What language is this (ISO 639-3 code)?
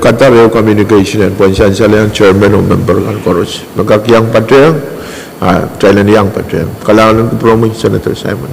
pon